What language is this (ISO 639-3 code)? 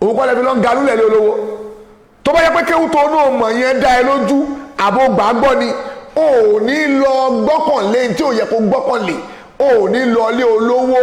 yor